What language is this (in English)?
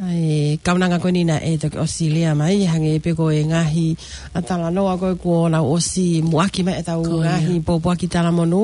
Tongan